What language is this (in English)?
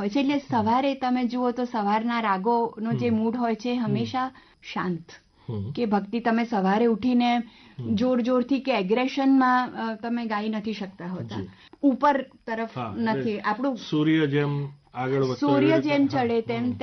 Gujarati